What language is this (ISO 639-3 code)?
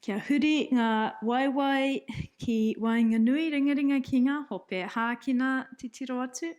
mri